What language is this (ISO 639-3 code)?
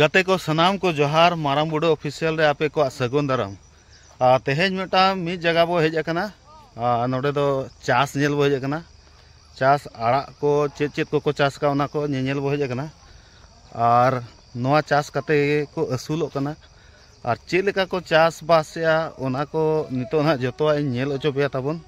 sat